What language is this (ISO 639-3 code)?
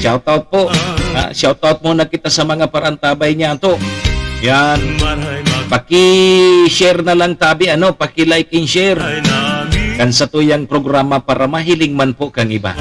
bik